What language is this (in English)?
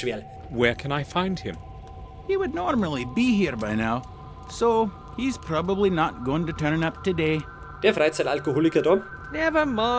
Bavarian